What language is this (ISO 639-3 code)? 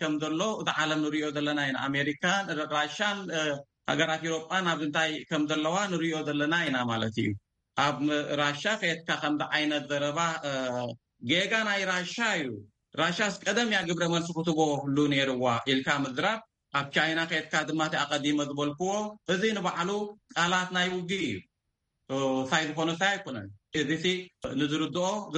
tir